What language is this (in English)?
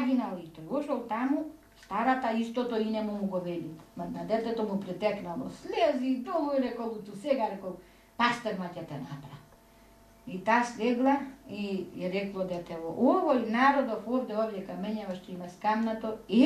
Macedonian